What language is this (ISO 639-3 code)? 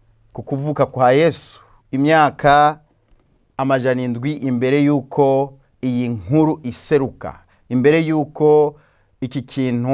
run